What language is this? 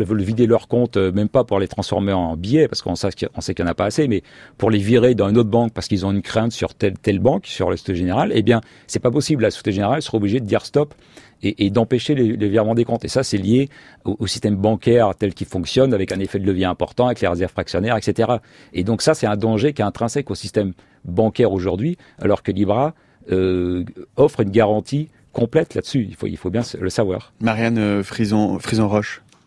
French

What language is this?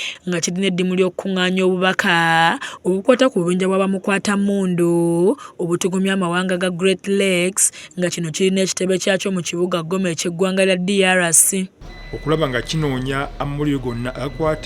Ganda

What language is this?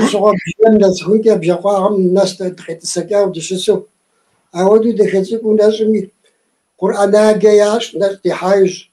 Kabardian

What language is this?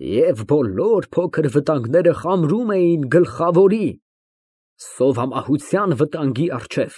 Armenian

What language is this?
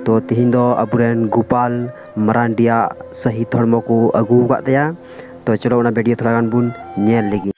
Santali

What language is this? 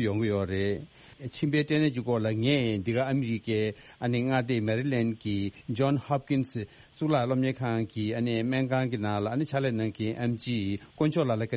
Tibetan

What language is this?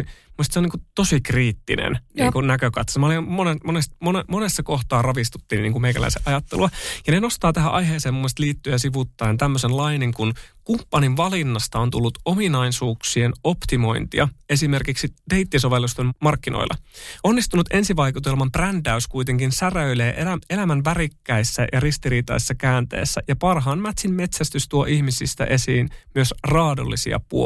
Finnish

